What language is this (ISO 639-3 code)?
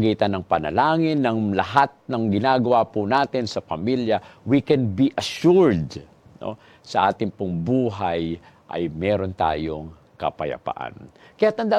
fil